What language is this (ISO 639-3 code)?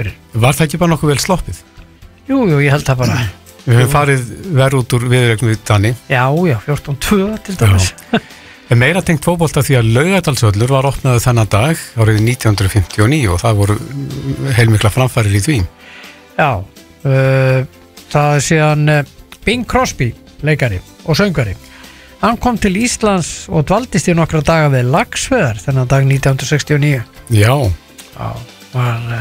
isl